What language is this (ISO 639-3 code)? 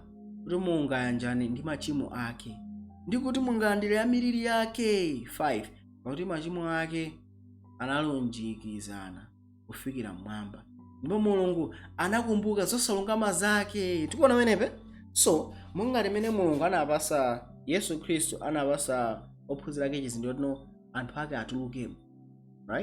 nya